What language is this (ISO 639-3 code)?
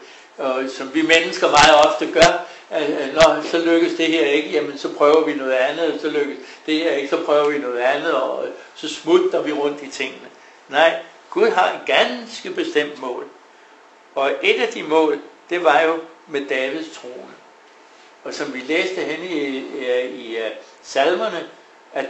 dan